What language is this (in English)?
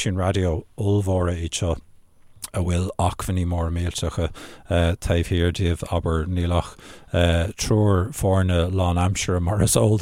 Irish